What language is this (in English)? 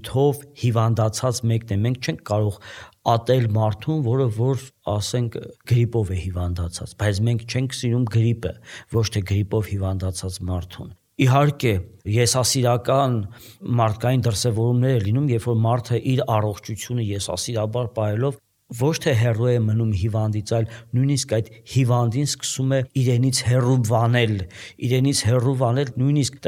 Armenian